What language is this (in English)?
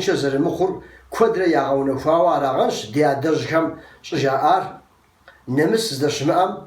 Kabardian